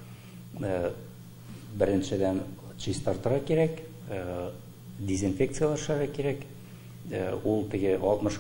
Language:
Tatar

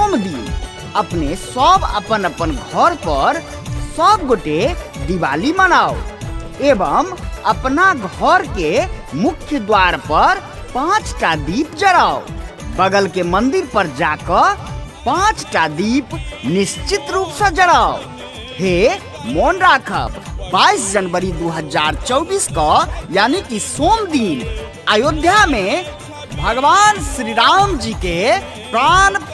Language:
Maithili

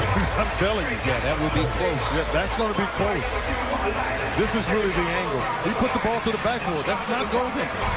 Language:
English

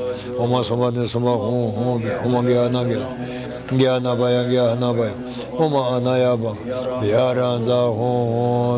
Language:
Tibetan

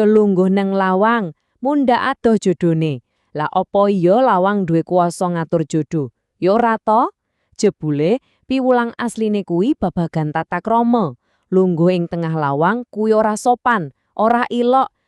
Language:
Javanese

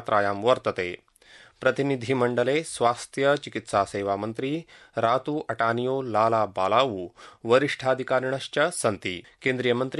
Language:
Sanskrit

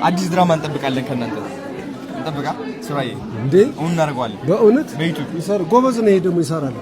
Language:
Amharic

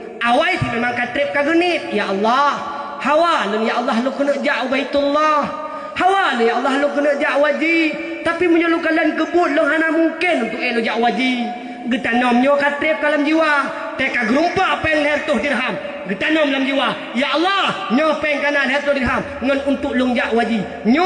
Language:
Achinese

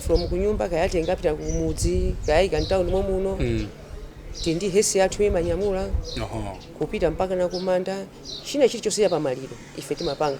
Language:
Nyanja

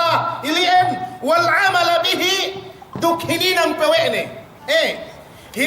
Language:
Yakan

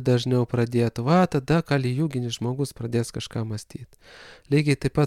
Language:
Lithuanian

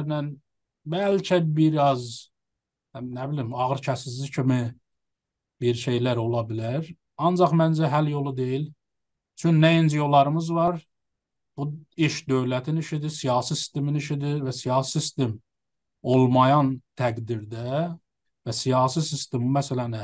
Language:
South Azerbaijani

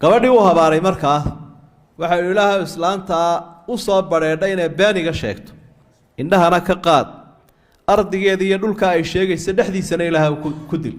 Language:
Somali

